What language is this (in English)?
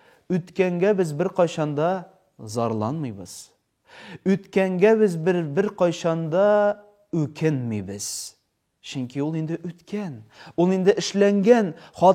Tatar